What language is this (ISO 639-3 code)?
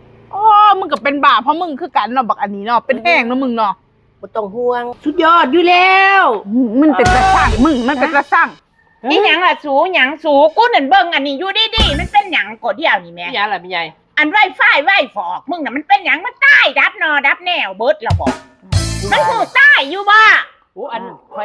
tts